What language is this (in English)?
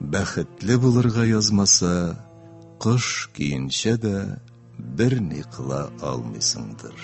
Tatar